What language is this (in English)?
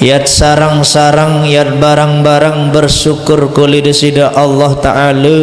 Sasak